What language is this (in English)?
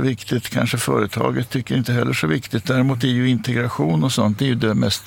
Swedish